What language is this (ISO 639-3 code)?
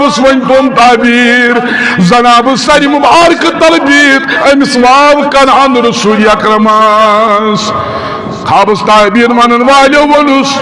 kas